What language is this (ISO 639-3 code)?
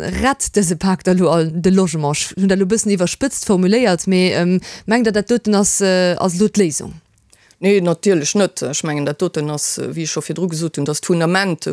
ltz